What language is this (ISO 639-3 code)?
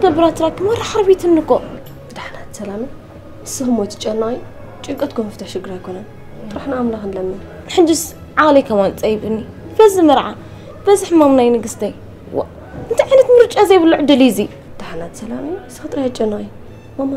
tir